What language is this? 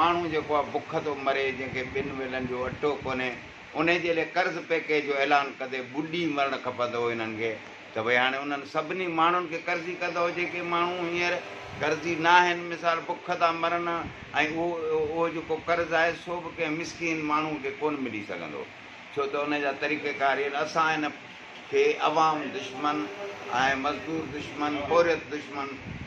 Sindhi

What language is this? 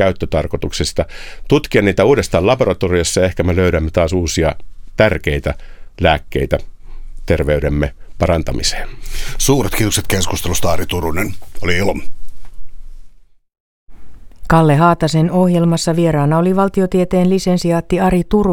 Finnish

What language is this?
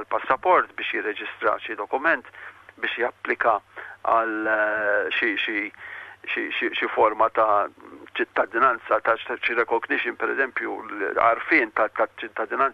Maltese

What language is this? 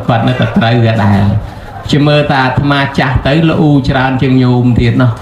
Khmer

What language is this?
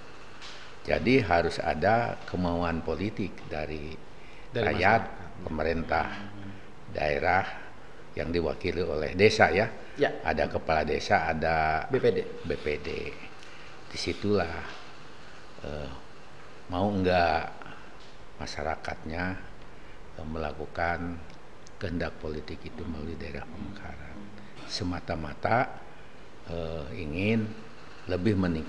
Indonesian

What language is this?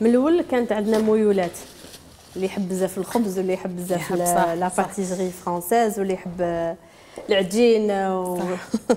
Algerian Arabic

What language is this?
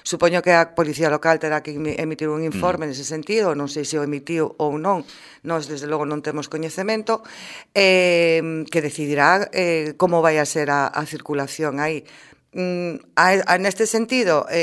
Galician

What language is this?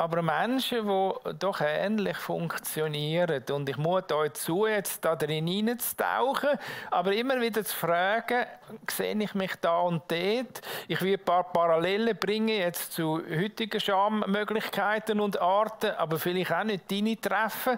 Swiss German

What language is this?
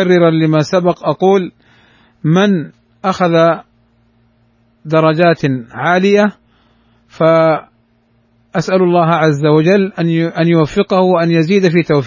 Arabic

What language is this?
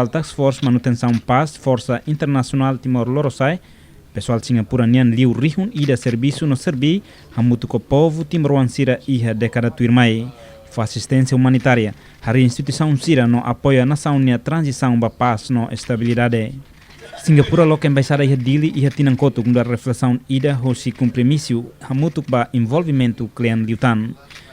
Tetum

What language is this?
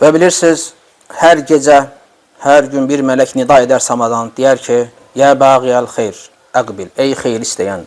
Azerbaijani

